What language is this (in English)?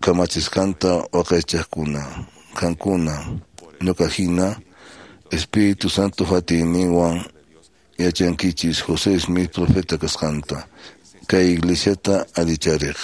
Quechua